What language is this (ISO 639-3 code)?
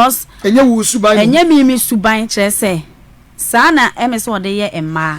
aka